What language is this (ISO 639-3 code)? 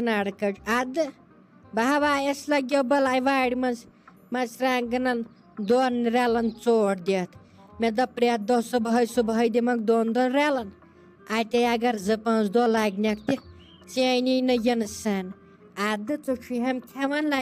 kas